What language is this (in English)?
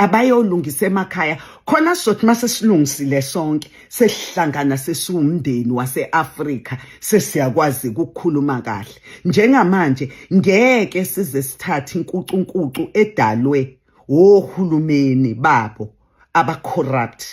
Zulu